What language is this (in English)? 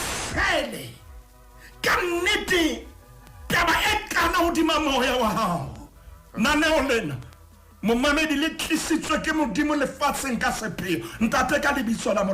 Southern Sotho